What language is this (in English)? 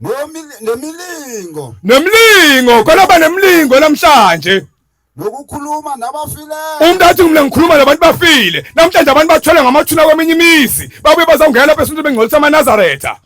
Zulu